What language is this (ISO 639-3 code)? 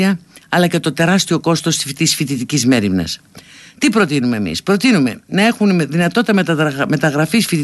ell